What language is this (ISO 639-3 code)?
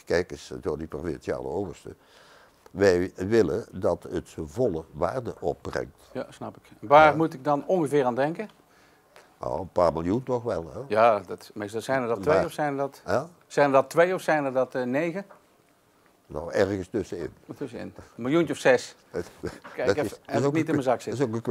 nld